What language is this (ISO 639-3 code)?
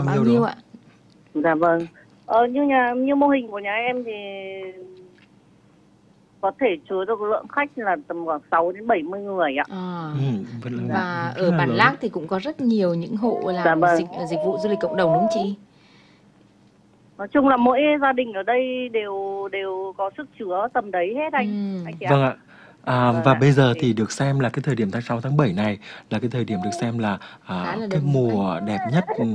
vie